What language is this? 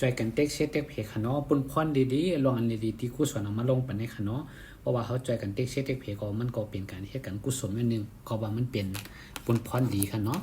Shan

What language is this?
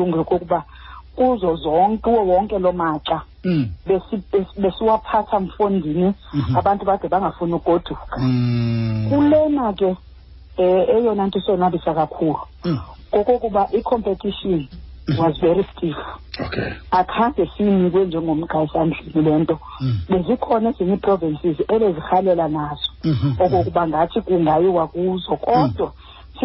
Xhosa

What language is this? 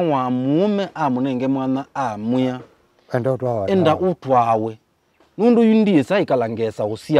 Kamba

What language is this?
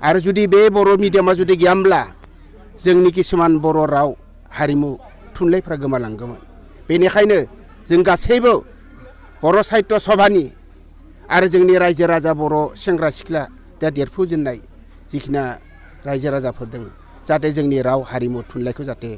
Bodo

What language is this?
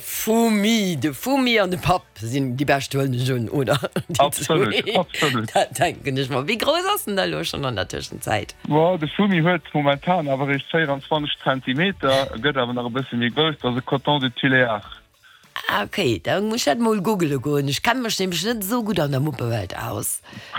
Luxembourgish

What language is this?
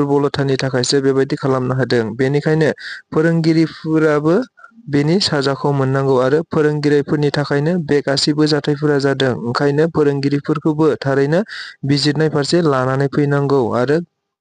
Bodo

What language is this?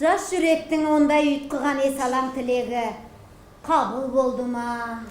Kazakh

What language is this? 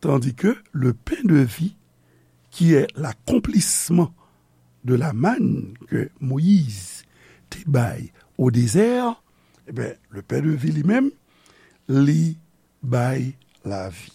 Haitian Creole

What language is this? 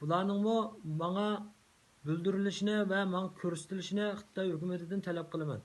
Uyghur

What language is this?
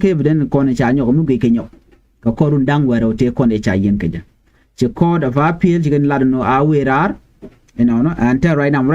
Nuer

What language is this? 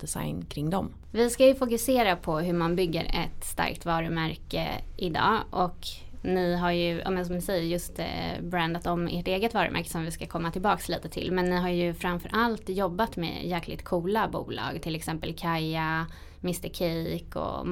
Swedish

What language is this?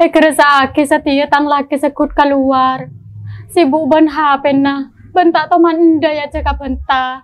Madurese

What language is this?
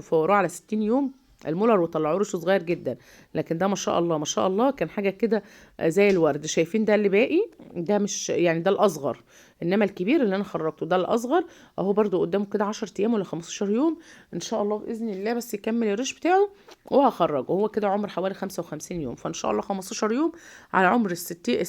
Egyptian Arabic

